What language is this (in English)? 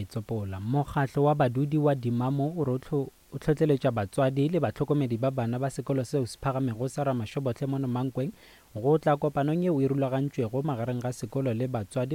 Northern Sotho